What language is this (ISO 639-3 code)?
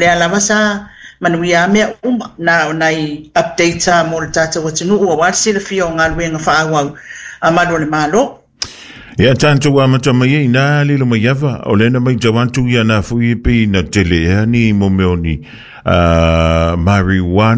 smo